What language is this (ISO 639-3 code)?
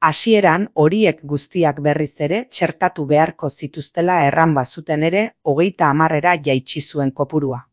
eus